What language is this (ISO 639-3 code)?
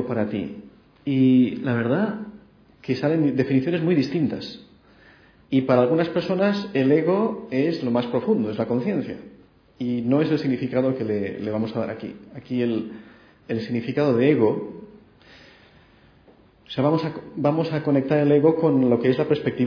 spa